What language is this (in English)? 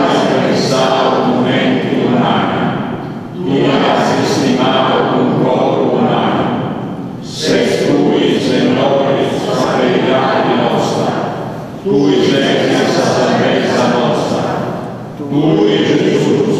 Sardinian